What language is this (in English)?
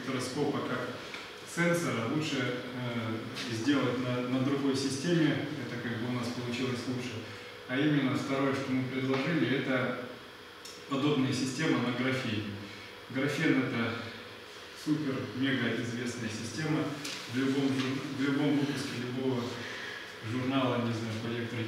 Russian